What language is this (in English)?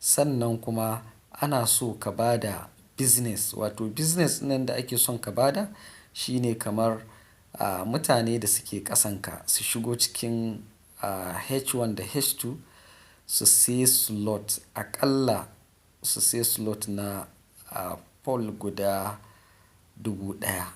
Hausa